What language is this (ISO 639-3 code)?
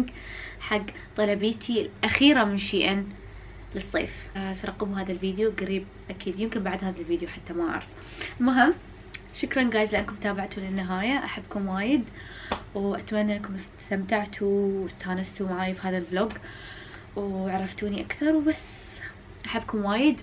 afb